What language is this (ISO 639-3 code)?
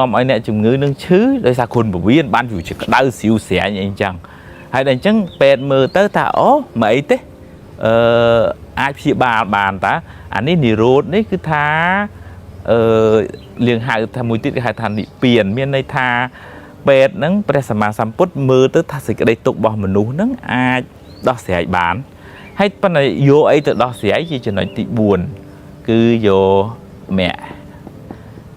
khm